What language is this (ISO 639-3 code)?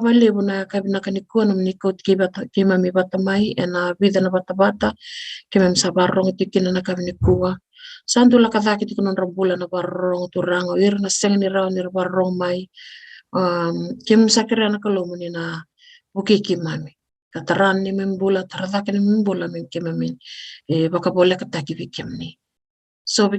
fij